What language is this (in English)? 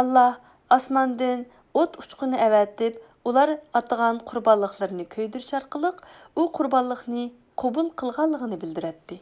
Uyghur